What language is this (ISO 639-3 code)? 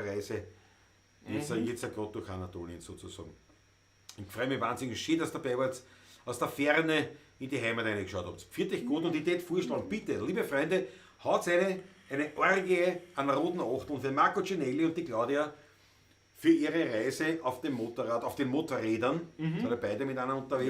bar